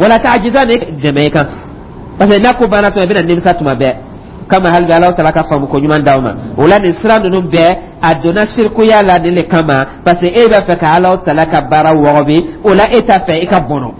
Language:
Dyula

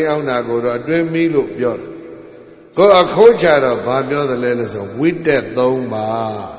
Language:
Burmese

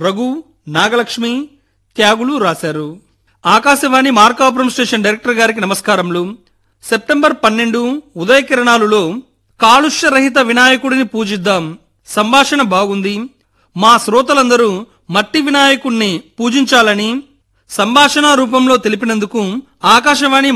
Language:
Telugu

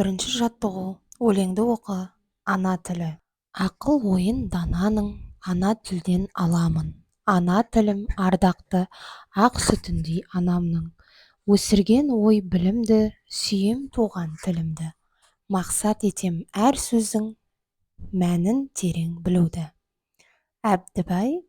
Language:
Kazakh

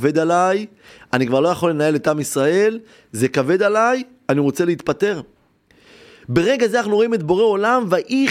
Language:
Hebrew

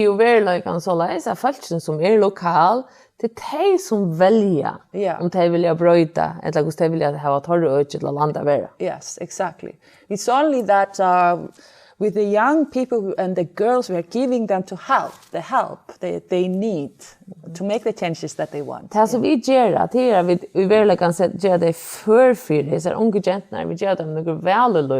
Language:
Faroese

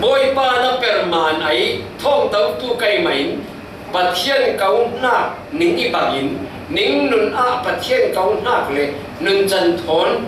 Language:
Falam Chin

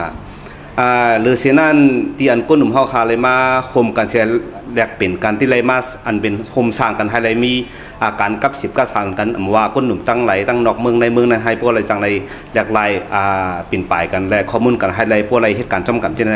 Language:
Shan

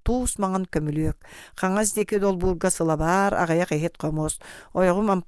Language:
Yakut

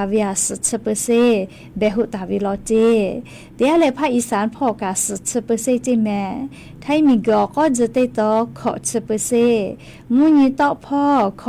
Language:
Lahu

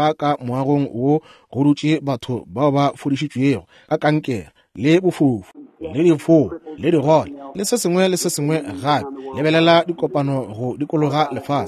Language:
Northern Sotho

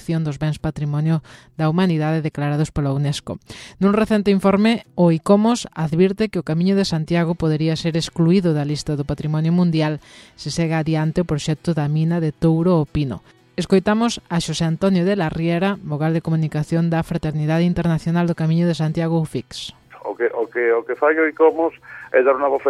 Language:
Galician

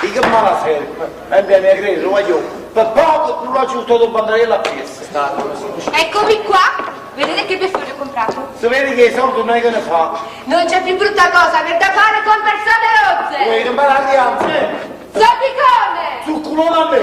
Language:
Neapolitan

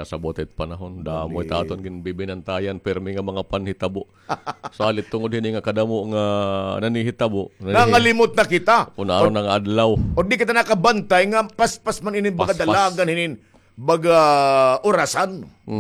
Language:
Waray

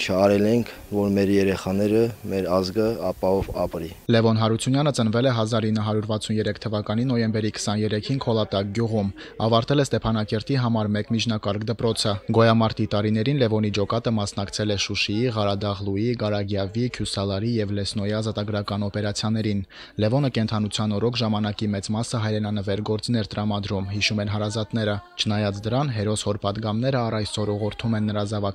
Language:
Armenian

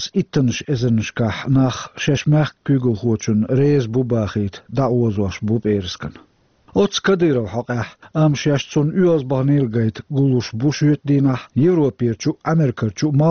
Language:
Chechen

